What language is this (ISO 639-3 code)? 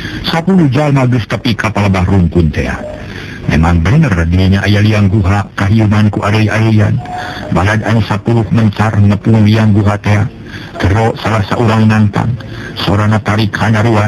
sun